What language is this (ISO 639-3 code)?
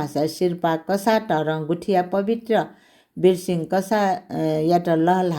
new